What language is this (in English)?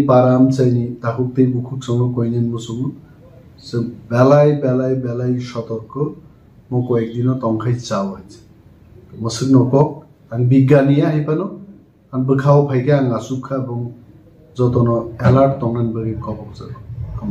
Kok Borok